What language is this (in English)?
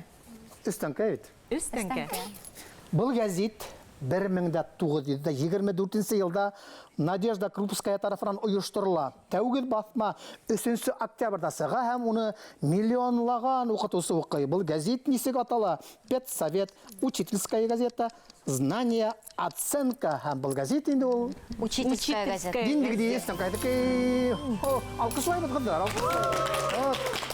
Bashkir